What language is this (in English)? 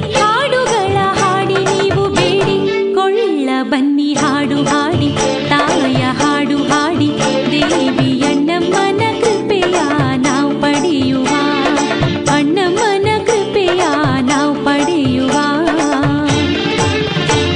Kannada